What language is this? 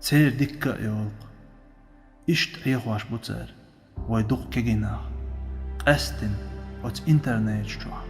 Chechen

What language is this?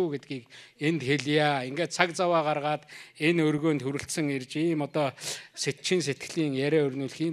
Mongolian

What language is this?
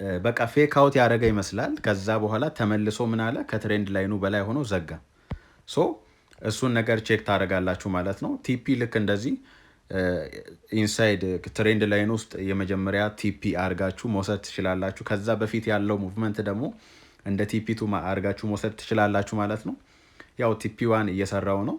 Amharic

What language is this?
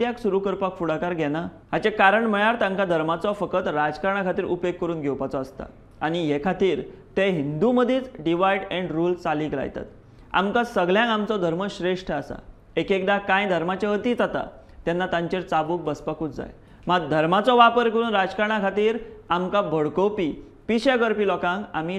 Konkani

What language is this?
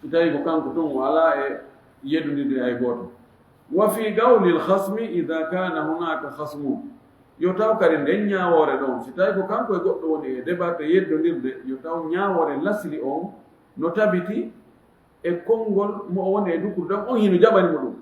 Fula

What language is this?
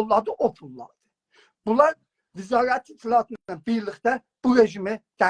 South Azerbaijani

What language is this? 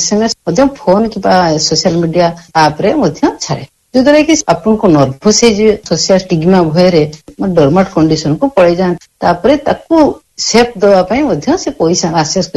Odia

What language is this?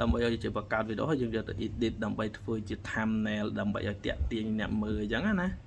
Khmer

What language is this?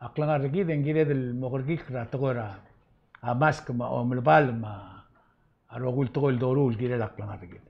Palauan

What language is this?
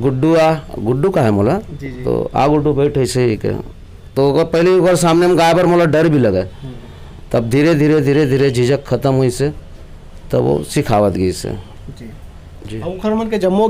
Chhattisgarhi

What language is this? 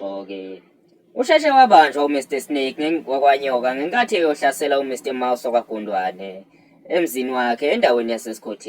Zulu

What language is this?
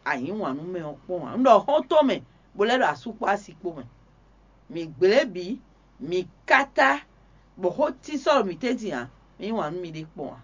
Fon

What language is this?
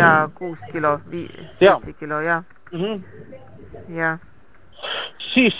Estonian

